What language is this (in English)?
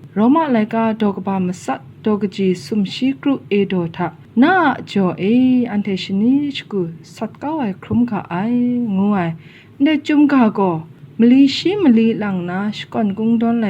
Kachin